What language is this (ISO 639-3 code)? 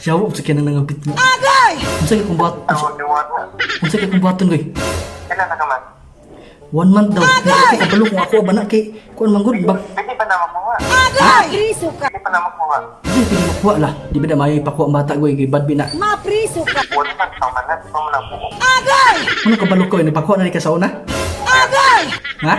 ceb